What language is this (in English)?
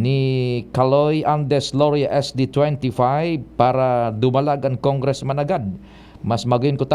Bikol